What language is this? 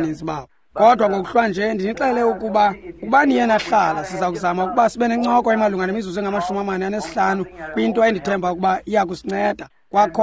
Xhosa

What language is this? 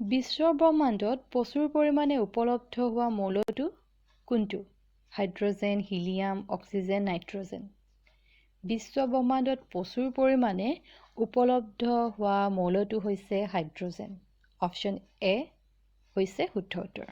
Assamese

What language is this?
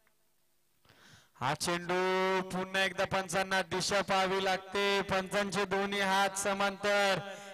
Marathi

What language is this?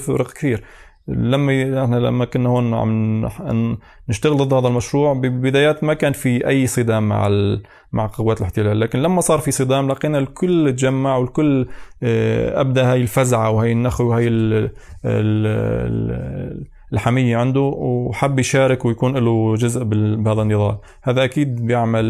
North Levantine Arabic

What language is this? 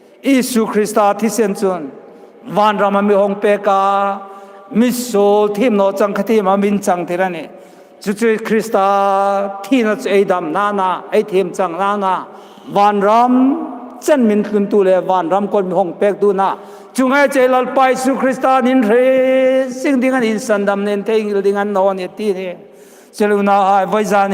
Hmar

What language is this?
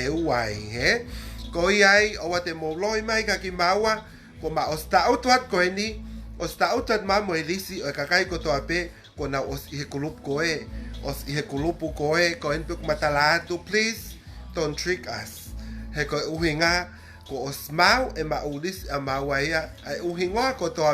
Tongan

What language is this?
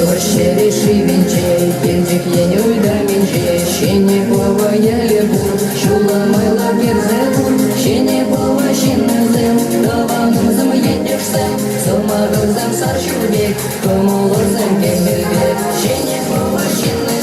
Chuvash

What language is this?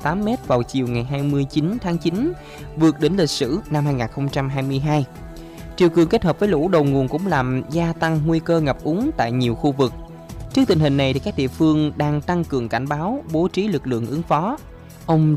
Vietnamese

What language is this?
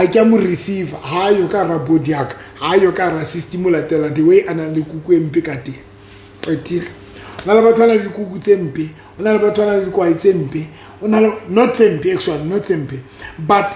Southern Sotho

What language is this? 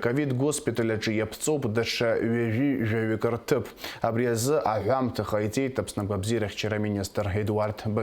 Abkhazian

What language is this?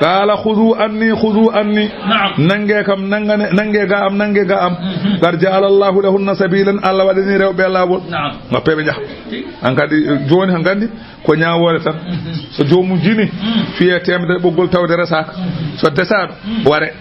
Fula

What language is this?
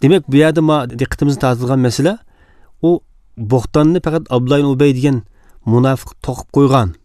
Uyghur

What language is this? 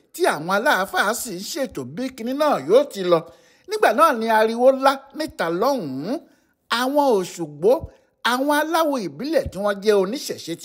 Yoruba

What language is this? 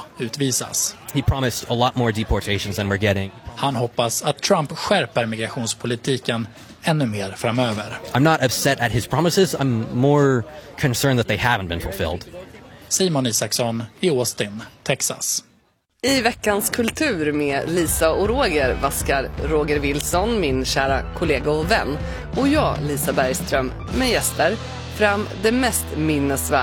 Swedish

